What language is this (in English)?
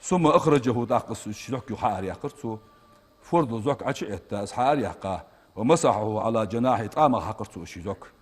Ingush